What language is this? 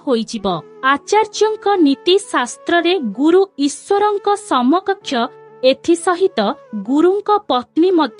Odia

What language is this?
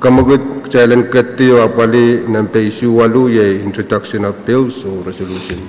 Pohnpeian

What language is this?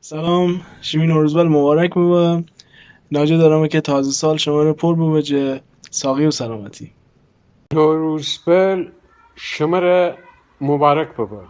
Gilaki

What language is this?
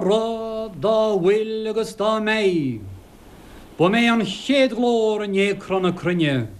Irish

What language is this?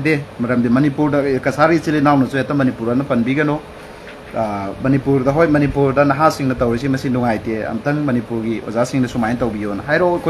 Manipuri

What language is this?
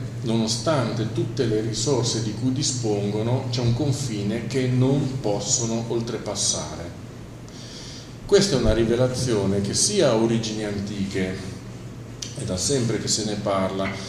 Italian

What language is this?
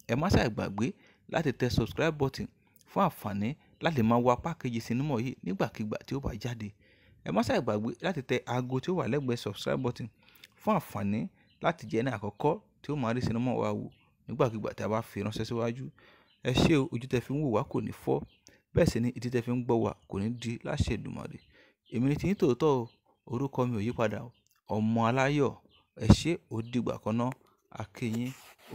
Yoruba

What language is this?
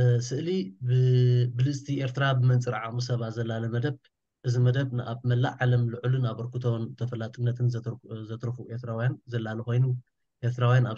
Tigrinya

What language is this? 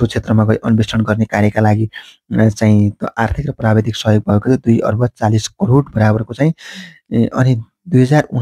Nepali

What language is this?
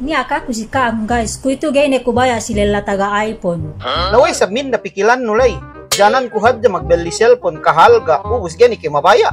Yakan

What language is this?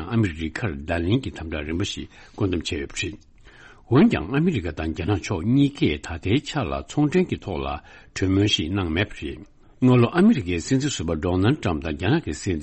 Tibetan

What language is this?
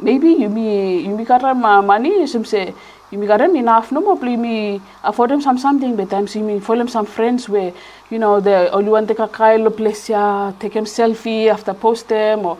Bislama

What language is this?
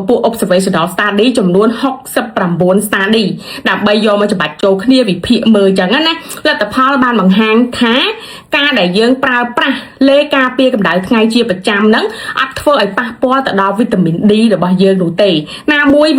Khmer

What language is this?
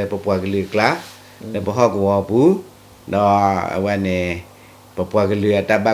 S'gaw Karen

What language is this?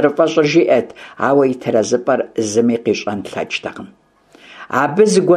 Kabardian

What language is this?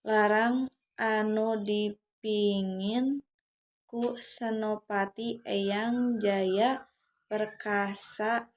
Sundanese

